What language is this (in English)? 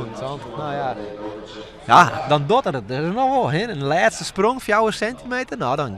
Western Frisian